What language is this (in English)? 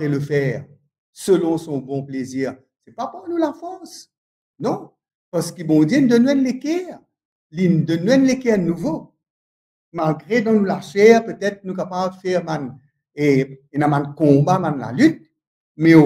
Morisyen